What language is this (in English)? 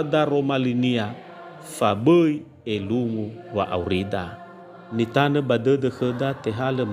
Nias